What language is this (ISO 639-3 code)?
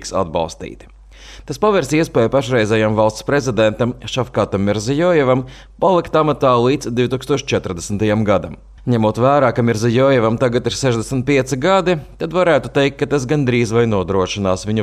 lav